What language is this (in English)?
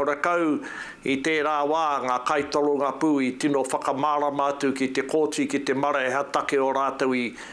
Māori